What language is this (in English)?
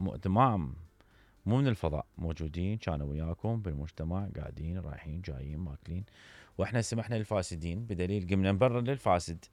Mesopotamian Arabic